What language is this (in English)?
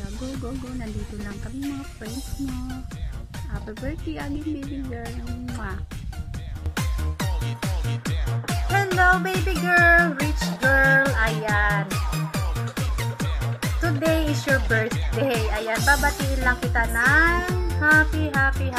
Filipino